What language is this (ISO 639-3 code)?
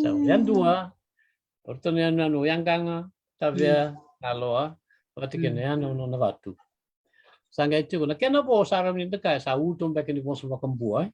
fij